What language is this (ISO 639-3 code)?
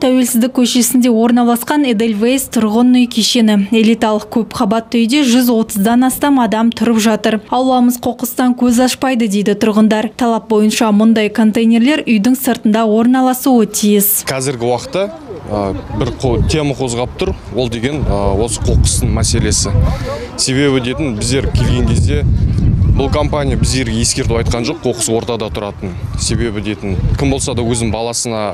kaz